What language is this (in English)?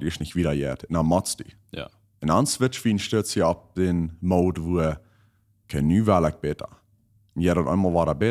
Plautdietsch